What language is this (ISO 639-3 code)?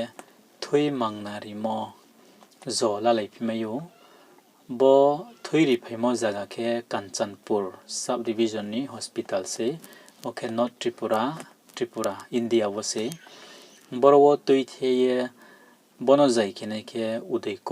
ria